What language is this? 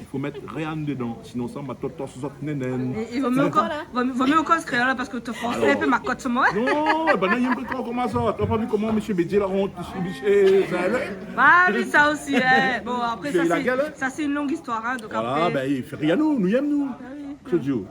Réunion Creole French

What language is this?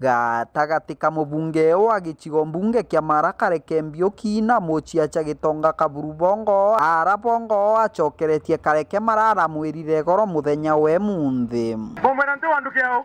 Meru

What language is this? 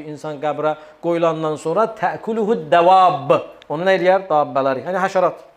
Azerbaijani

